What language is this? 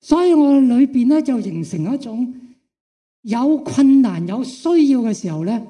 Cantonese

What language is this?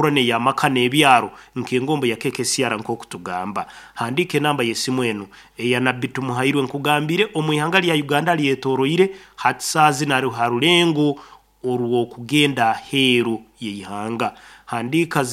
Nyoro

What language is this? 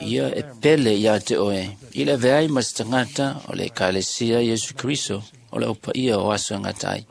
Samoan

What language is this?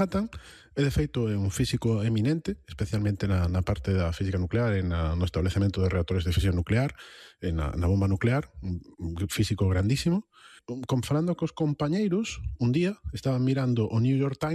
Galician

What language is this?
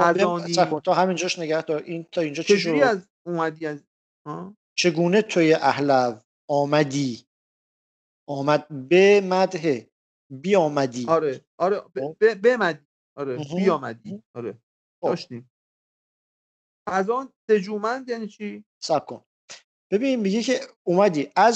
Persian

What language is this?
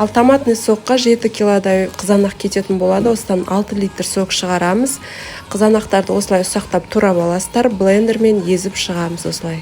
Kazakh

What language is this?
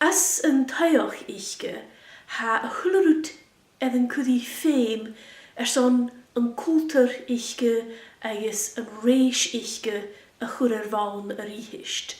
Scottish Gaelic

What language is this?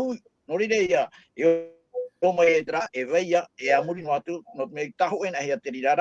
Tahitian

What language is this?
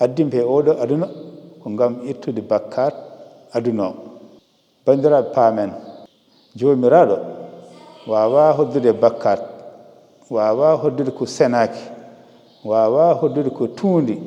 Fula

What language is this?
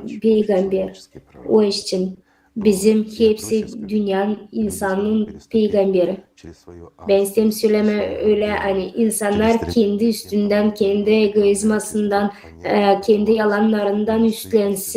Gagauz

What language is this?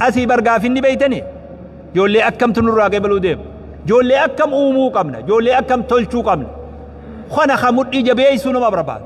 Oromo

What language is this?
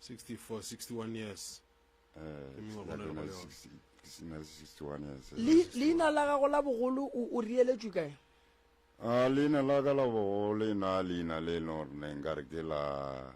Northern Sotho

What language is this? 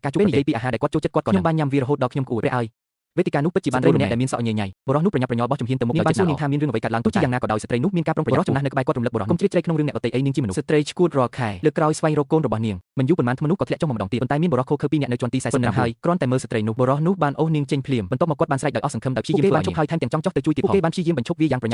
Khmer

